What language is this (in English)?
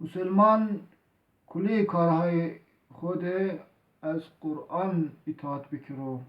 Zaza